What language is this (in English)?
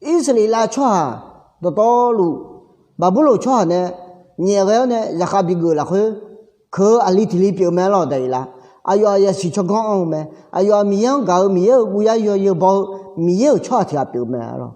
Akha